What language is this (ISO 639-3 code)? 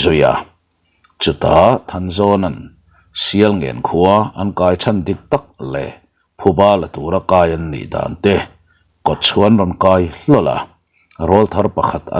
lus